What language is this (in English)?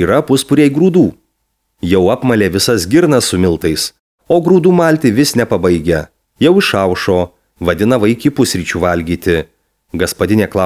Lithuanian